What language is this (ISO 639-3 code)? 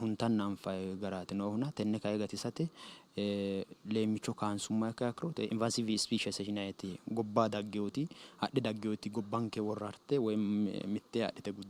sid